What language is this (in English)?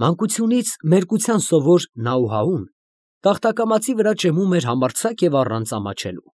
Armenian